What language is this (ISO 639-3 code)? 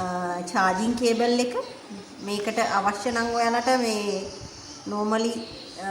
sin